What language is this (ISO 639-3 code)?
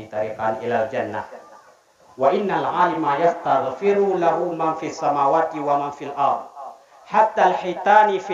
ace